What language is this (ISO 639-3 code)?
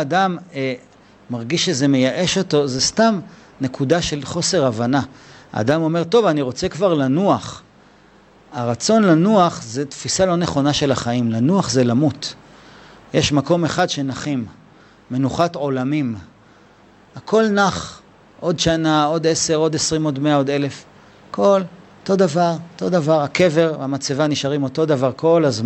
heb